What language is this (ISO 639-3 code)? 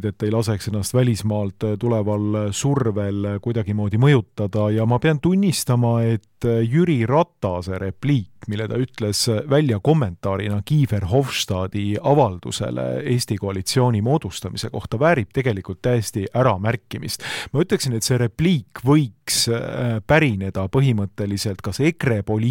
est